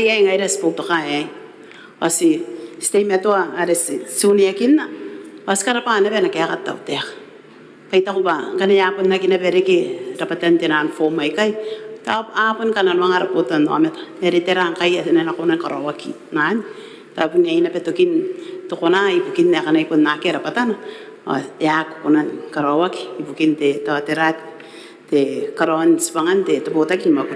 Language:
Gilbertese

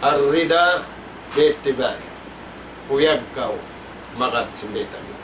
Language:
Tausug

